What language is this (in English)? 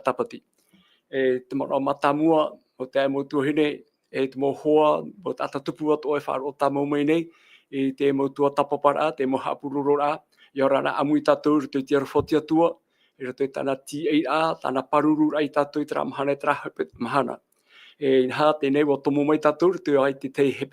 Tahitian